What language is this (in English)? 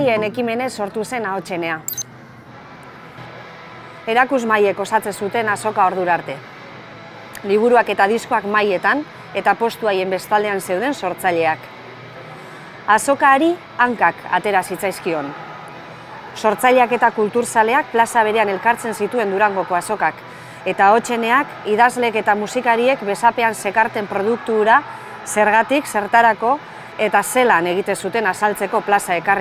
Basque